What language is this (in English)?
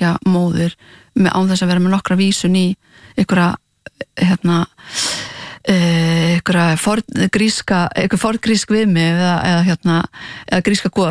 Icelandic